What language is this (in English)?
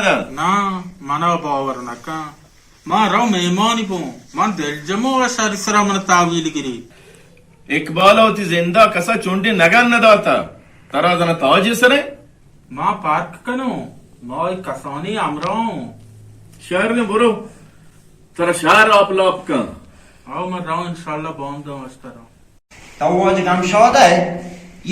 Baluchi